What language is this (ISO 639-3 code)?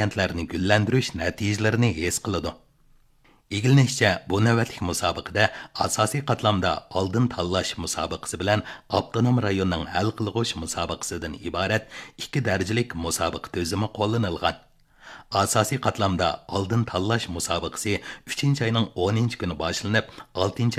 uig